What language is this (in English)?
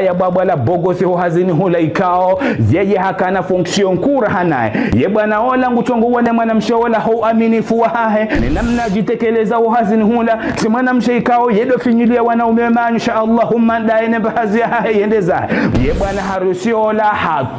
Ngazidja Comorian